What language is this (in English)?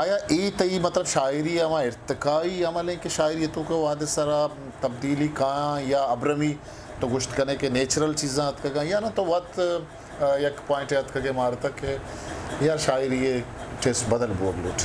Eastern Balochi